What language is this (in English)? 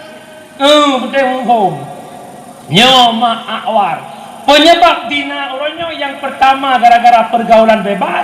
Achinese